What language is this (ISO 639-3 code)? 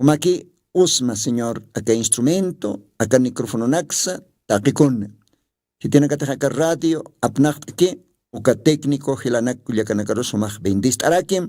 aym